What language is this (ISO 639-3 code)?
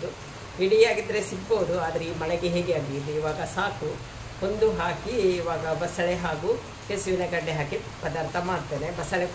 kan